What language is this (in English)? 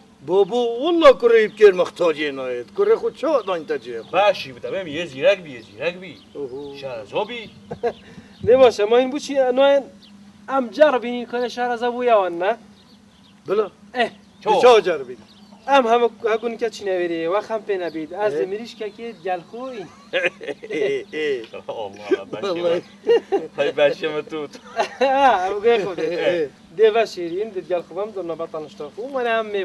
Kurdish